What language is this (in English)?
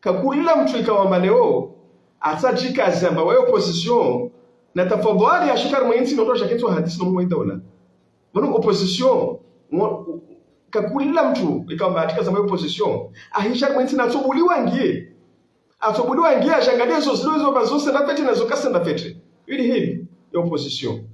Ngazidja Comorian